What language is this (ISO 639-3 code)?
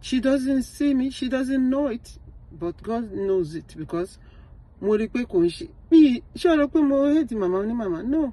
yor